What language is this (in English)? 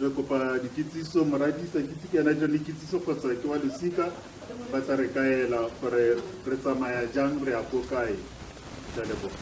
Tswana